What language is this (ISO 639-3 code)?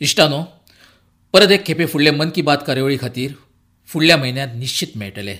kok